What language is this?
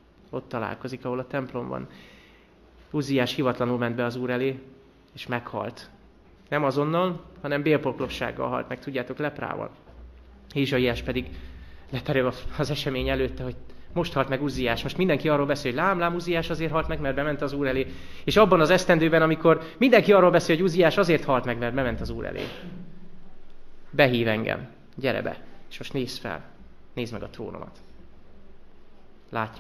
Hungarian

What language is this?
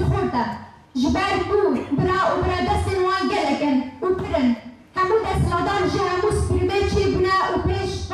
Kurdish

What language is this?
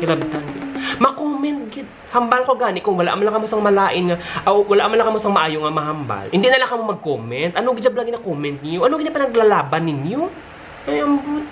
Hiligaynon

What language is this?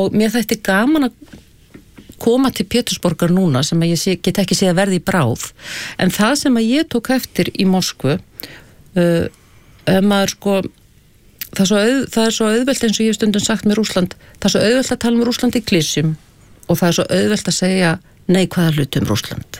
Icelandic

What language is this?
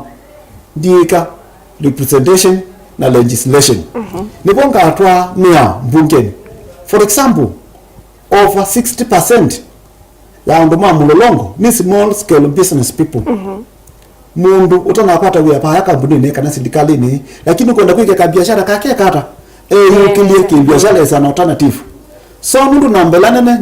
Kamba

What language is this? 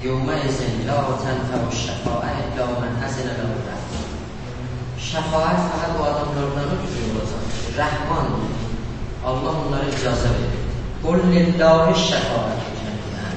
South Azerbaijani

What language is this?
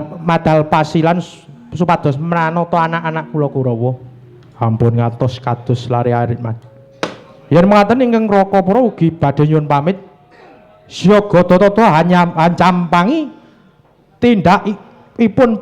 Javanese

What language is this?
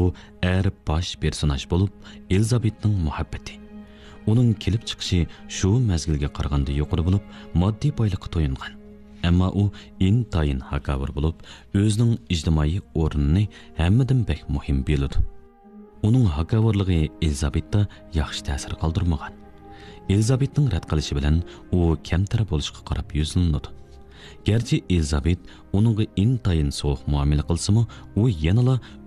Uyghur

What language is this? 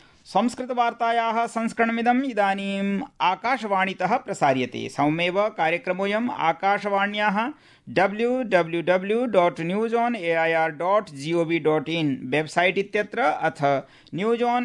Sanskrit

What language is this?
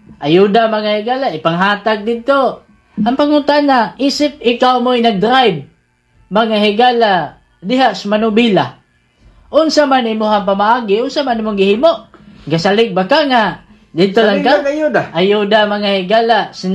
Cebuano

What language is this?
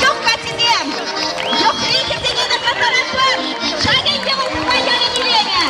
Chuvash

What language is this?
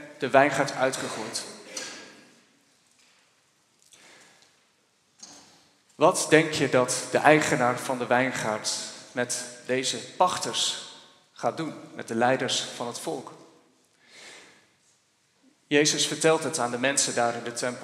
Dutch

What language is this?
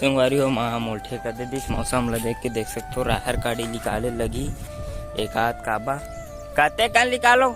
Chhattisgarhi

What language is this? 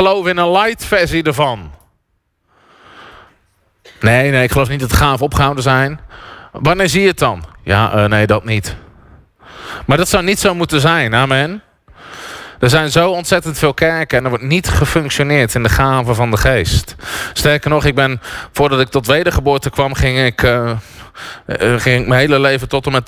Dutch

